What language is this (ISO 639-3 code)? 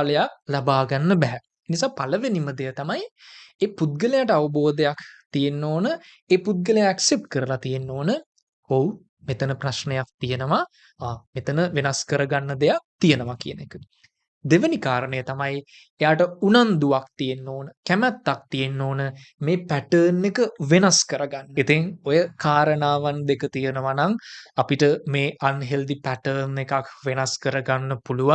sin